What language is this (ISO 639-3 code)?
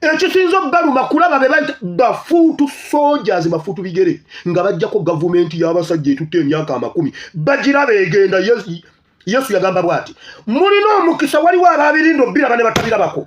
lug